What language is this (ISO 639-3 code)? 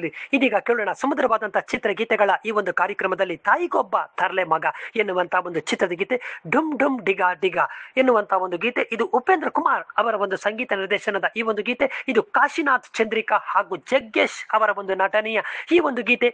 kan